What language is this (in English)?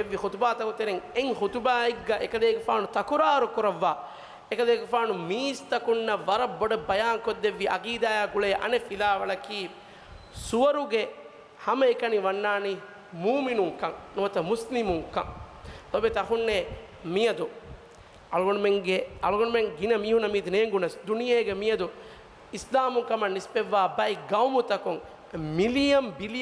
Divehi